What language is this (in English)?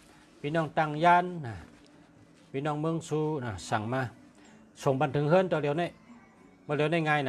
Shan